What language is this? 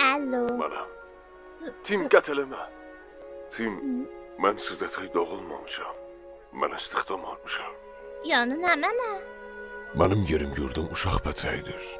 South Azerbaijani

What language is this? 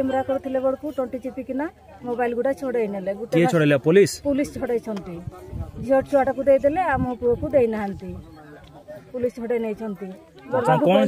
Santali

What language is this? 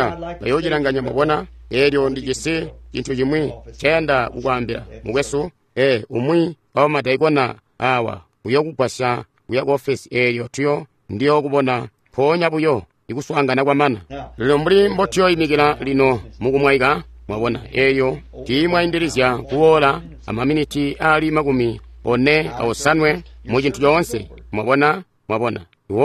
Tonga (Zambia)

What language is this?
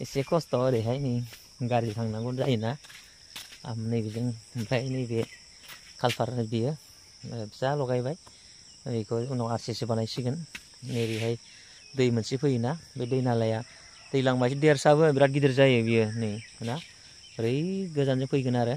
Bodo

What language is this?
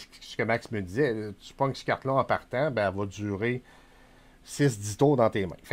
French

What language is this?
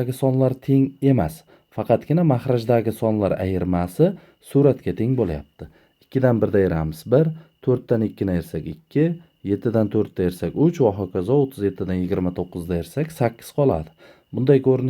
Uzbek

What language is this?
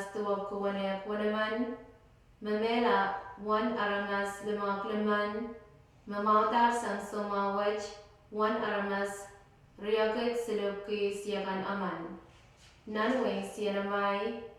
Pohnpeian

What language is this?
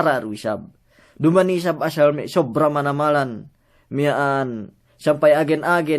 Yakan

